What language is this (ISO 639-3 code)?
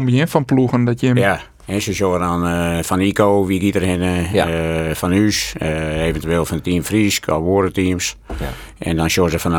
fry